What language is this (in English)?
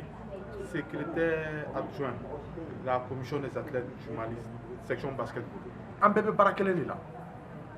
Bambara